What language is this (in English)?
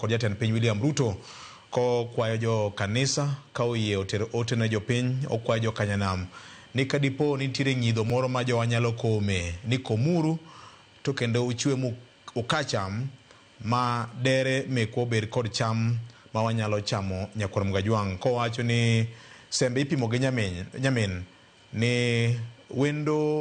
Luo (Kenya and Tanzania)